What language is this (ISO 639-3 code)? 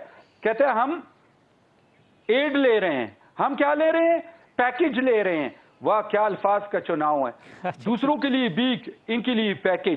urd